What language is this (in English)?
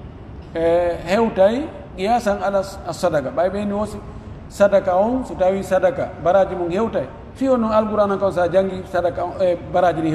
Pular